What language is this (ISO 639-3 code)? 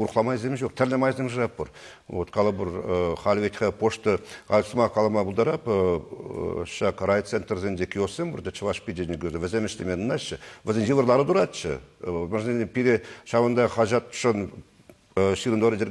chv